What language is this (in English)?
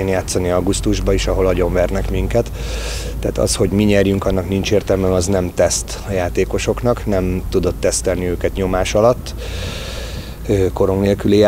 Hungarian